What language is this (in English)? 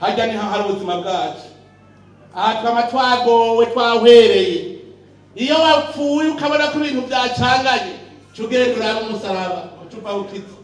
Rundi